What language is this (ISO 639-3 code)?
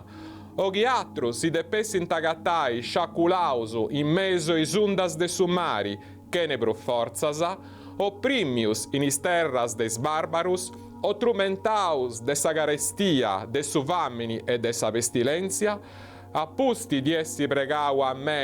srd